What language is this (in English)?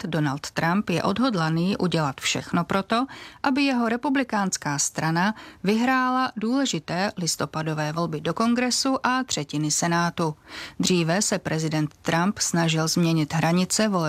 Czech